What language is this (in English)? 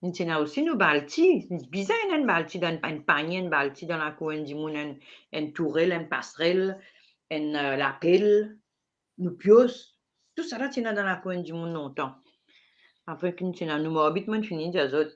Morisyen